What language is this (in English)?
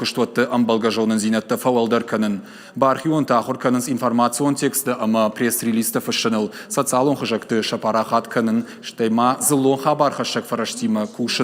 Ossetic